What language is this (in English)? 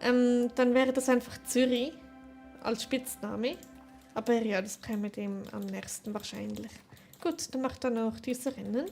Swiss German